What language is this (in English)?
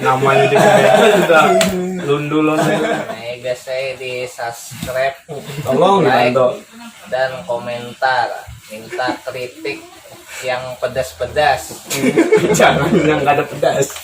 Banjar